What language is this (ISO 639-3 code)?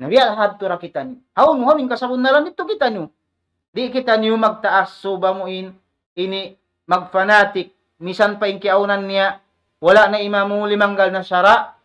tsg